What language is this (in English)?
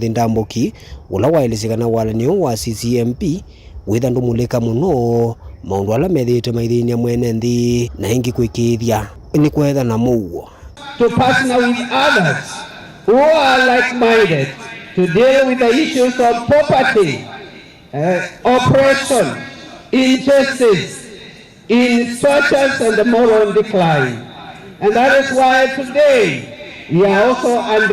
Kamba